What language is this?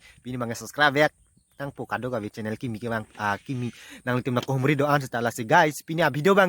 Karbi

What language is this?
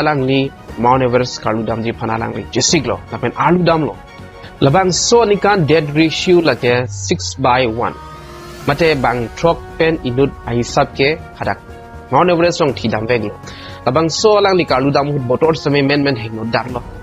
Karbi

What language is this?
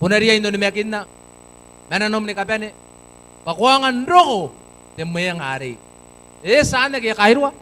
Gilbertese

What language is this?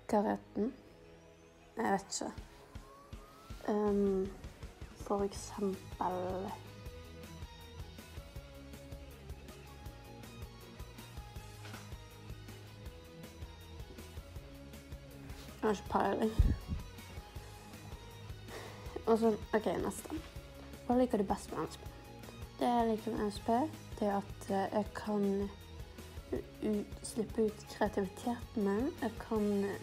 Norwegian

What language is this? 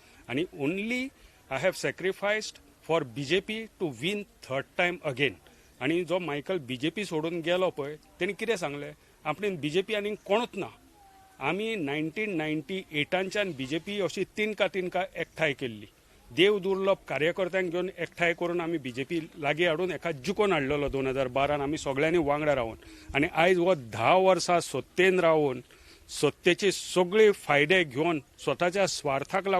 Konkani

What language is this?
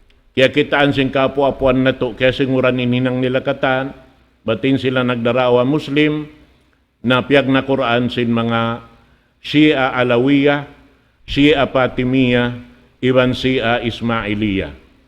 Tausug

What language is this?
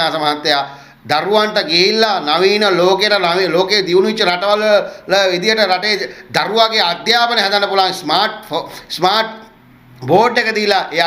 Sinhala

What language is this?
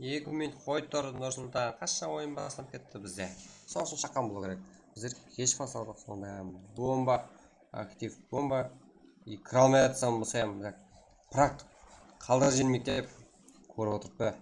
Kara-Kalpak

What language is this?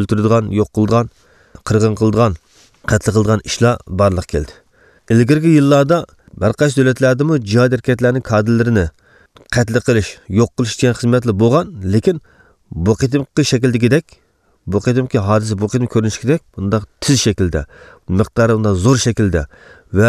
Uyghur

